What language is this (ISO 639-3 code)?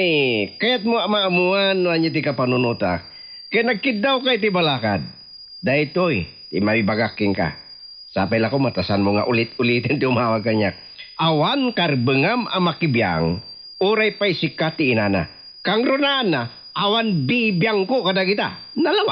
ilo